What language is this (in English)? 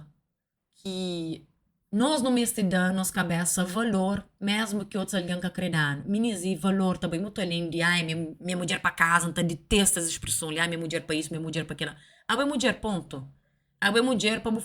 Kabuverdianu